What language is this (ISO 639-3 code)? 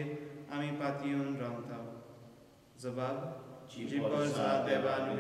kok